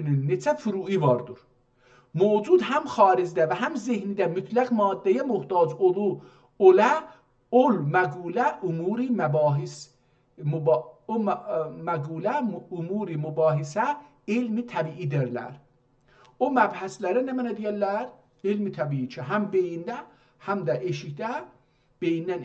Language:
South Azerbaijani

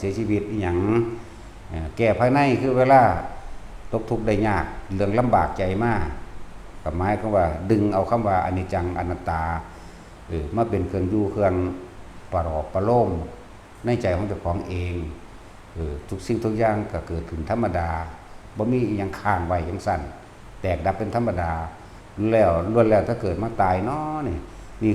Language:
Northeastern Thai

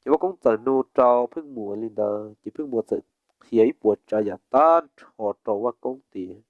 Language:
Hmong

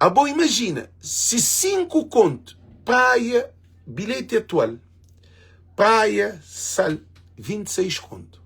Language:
Kabuverdianu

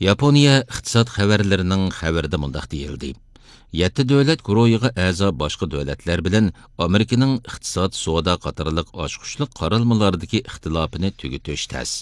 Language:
Uyghur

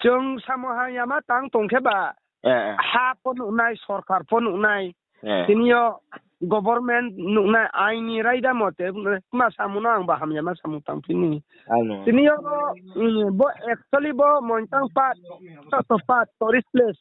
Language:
Riang (India)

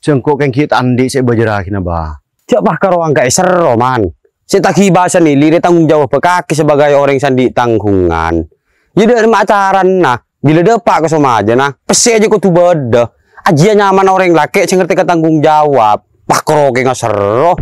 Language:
Madurese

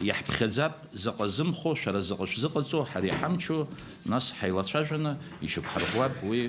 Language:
Abkhazian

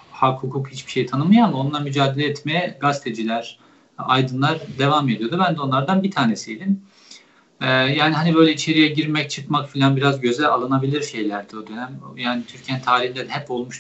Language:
Turkish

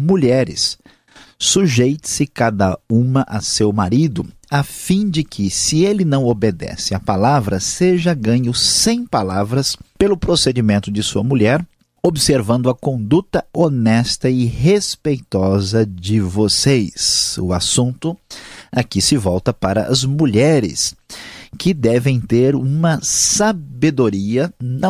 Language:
Portuguese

